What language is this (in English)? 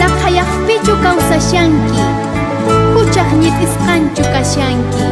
South Bolivian Quechua